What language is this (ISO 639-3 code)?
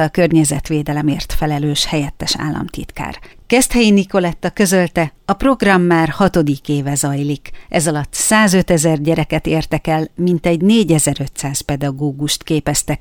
hun